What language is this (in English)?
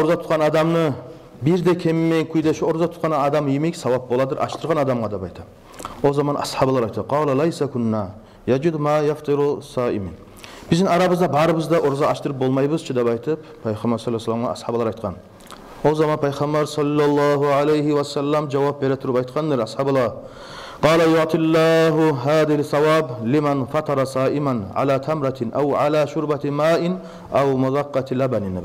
Kumyk